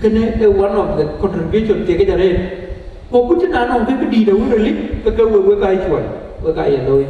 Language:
Dinka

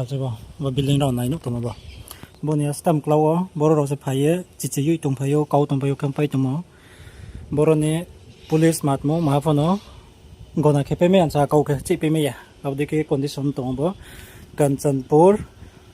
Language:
Riang (India)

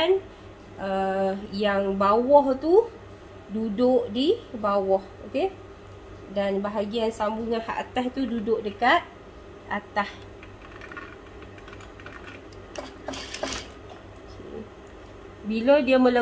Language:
Malay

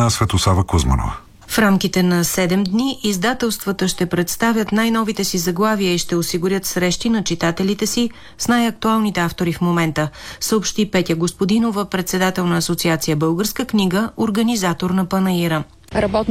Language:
Bulgarian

